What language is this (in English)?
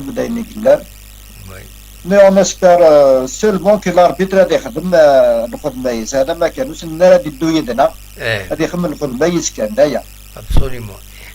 Kabyle